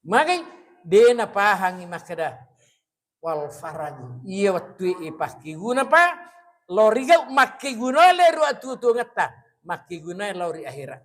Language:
Buginese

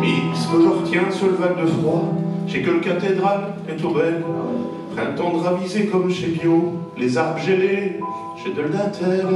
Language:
Picard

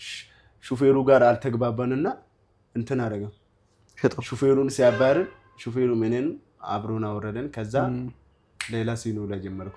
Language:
Amharic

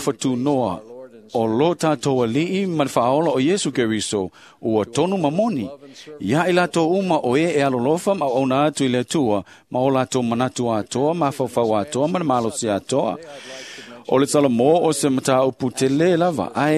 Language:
Samoan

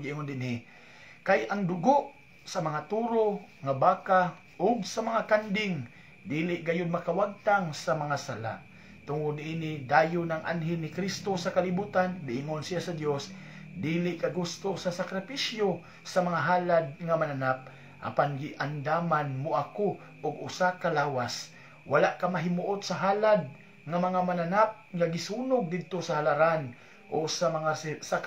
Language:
Cebuano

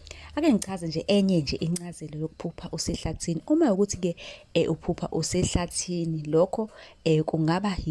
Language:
Zulu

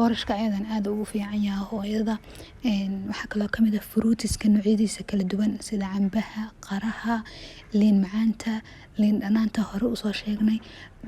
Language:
Somali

